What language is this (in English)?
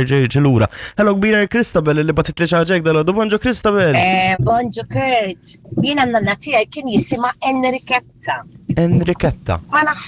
Maltese